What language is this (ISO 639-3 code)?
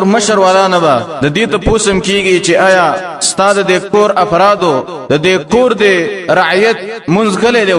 pus